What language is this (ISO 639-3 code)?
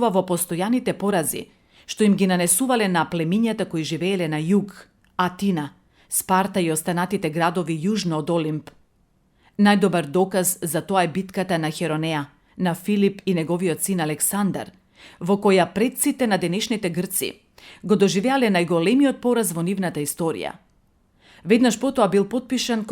mkd